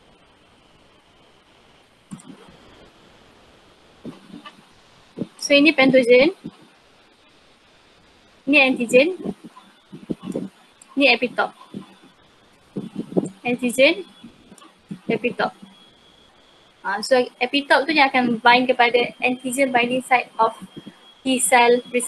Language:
Malay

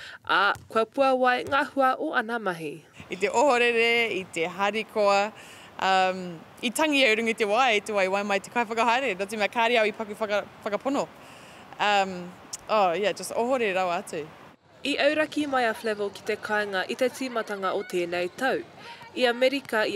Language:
Māori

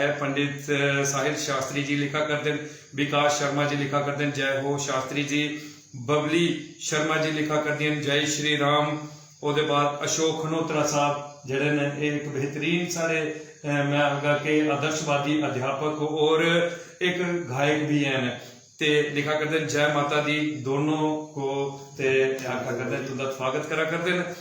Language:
Dogri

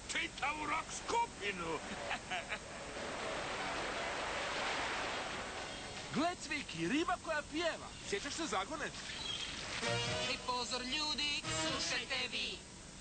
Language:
Croatian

